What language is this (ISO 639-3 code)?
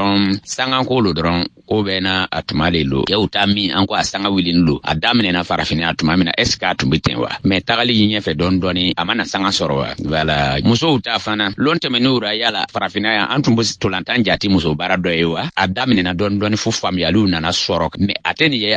bam